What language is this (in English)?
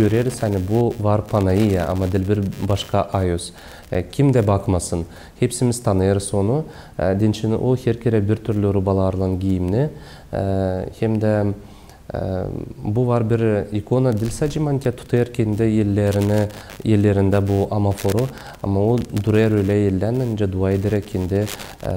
Gagauz